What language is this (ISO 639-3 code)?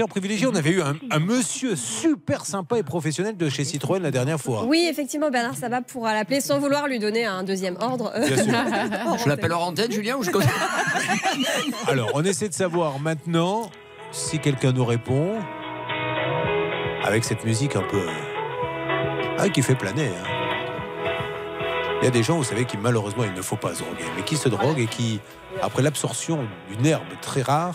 fra